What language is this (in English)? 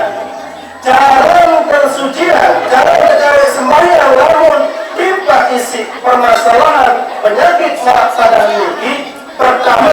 Sasak